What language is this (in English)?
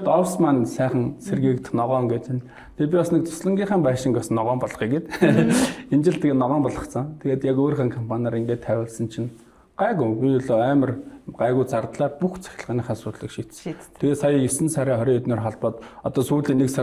Mongolian